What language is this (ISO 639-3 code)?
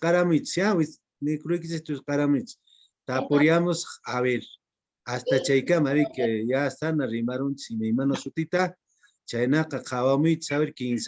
que